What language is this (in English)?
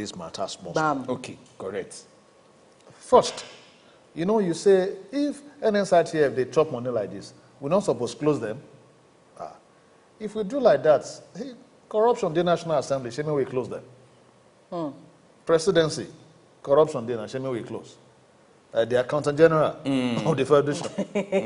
Nigerian Pidgin